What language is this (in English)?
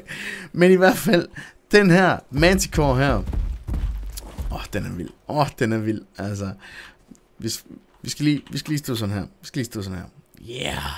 Danish